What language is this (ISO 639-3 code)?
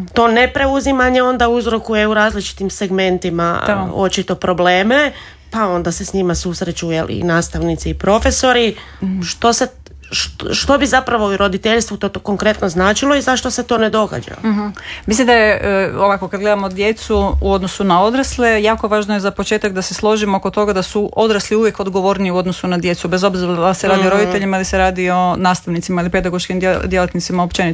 hrv